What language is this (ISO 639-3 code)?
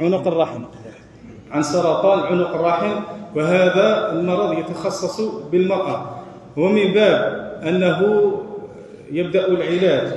kab